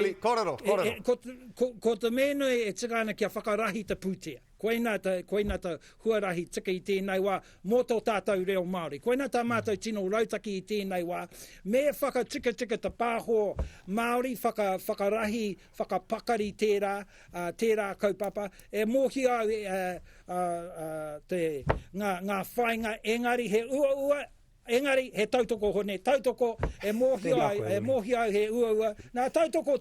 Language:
Māori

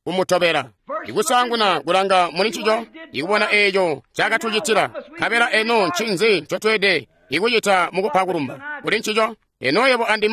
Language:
Tonga (Zambia)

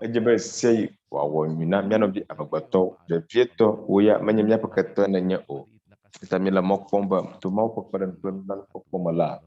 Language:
Ewe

